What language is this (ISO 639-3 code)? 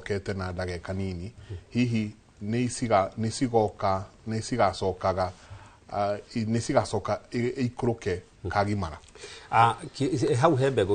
kik